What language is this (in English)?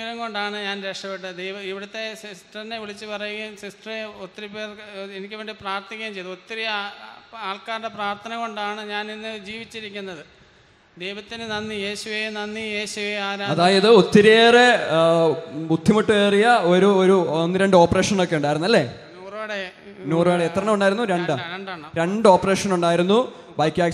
Malayalam